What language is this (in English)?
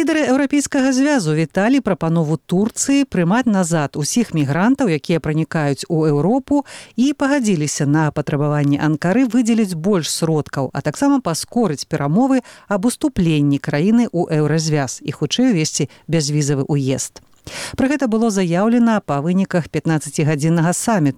Belarusian